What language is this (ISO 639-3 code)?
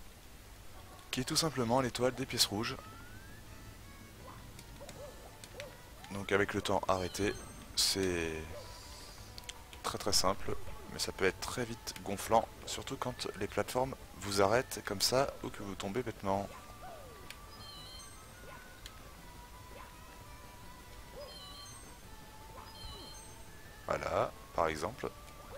fra